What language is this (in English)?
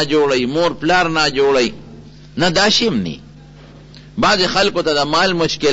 Pashto